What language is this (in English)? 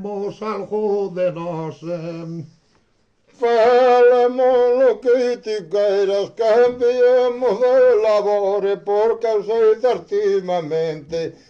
Galician